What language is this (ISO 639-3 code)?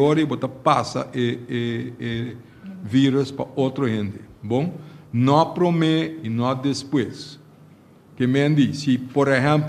pap